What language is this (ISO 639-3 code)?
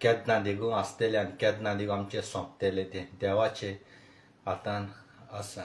kok